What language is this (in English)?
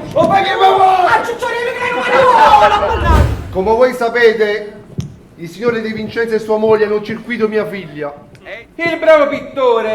Neapolitan